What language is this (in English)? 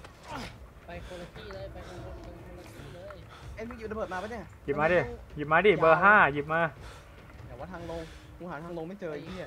Thai